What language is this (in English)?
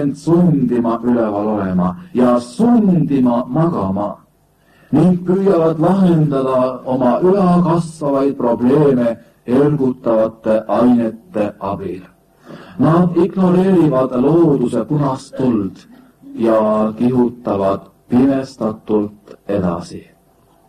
Estonian